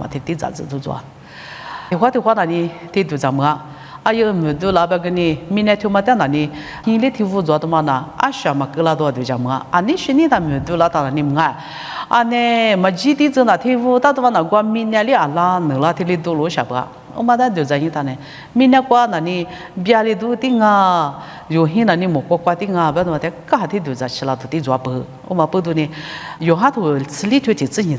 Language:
Lisu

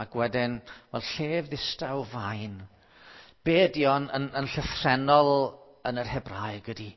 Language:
Welsh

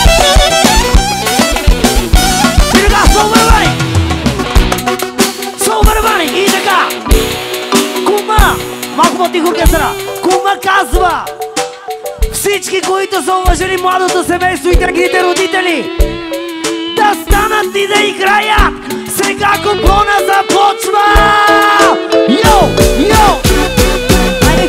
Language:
Bulgarian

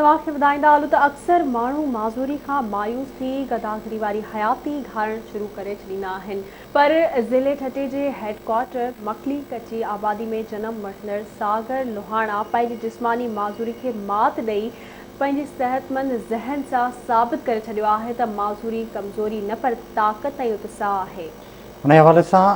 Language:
Sindhi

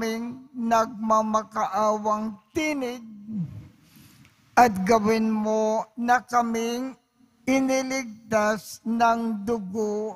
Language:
Filipino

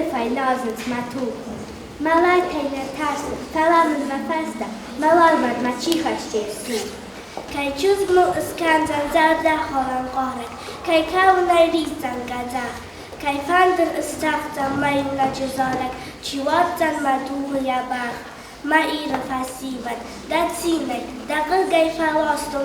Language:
Ossetic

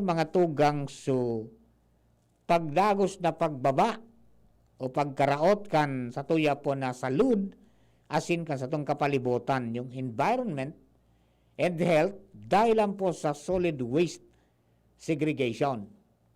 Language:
Bikol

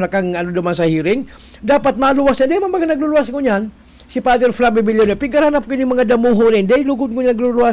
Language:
Bikol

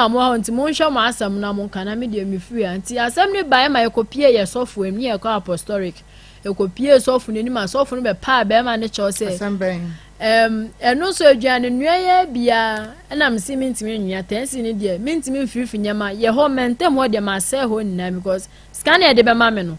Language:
Akan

